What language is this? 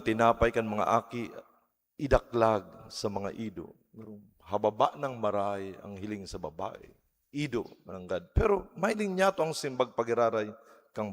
Bikol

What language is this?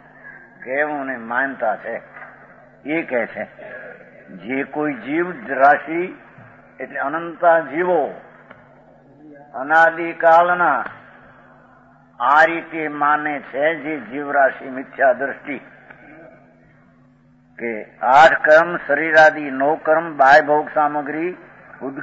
Gujarati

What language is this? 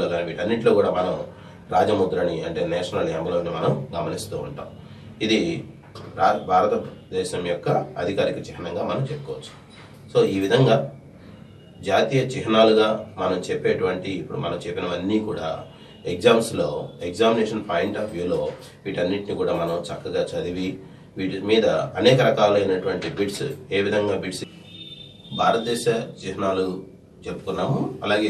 Telugu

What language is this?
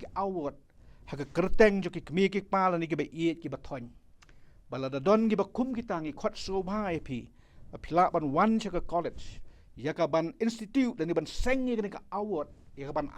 Khasi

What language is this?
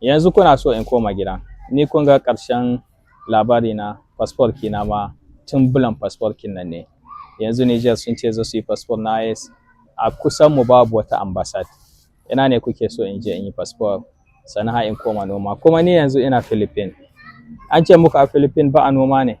Hausa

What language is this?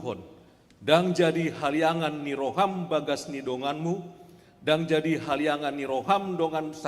Batak Toba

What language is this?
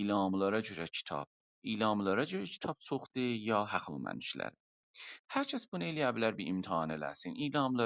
South Azerbaijani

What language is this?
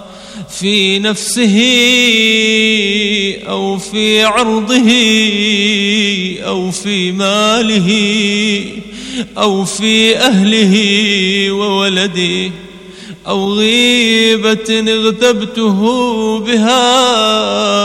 Arabic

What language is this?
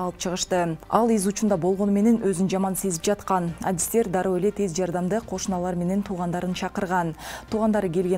Kyrgyz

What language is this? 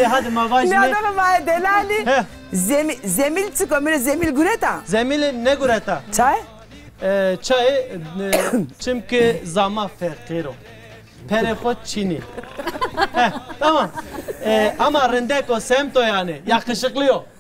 Zaza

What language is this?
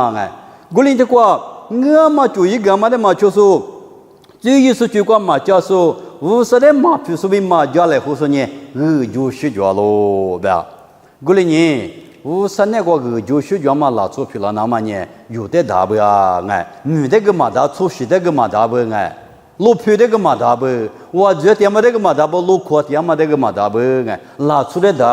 Lisu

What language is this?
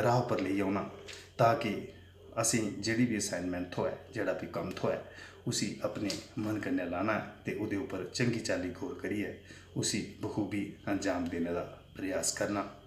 Dogri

